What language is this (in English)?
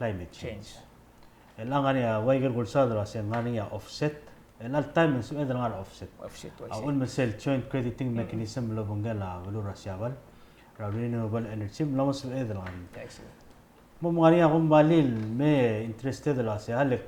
Palauan